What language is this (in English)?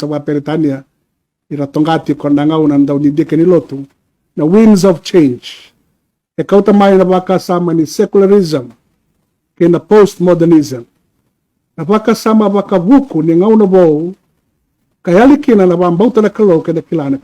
Fijian